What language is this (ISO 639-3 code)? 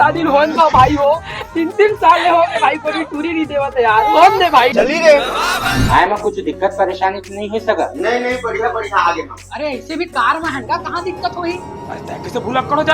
hne